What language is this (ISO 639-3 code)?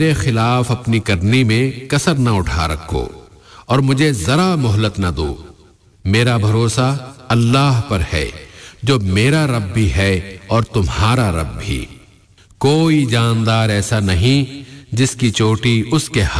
urd